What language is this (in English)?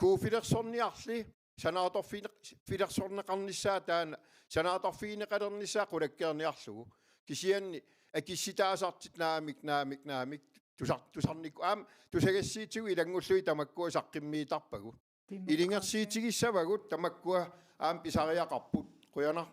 Kalaallisut